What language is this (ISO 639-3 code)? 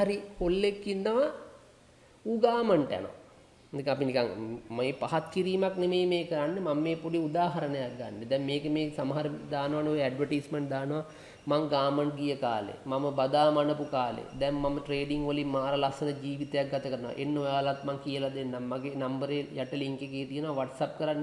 sin